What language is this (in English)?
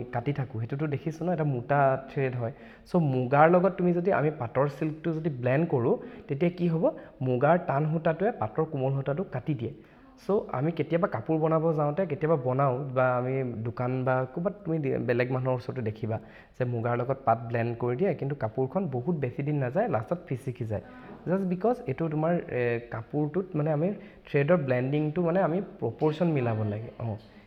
Assamese